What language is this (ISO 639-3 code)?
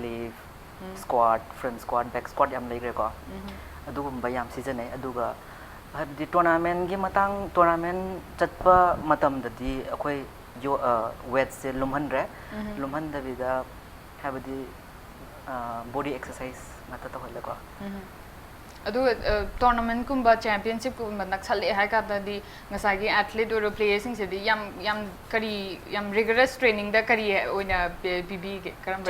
mni